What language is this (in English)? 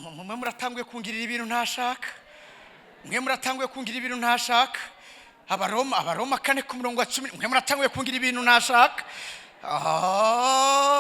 Rundi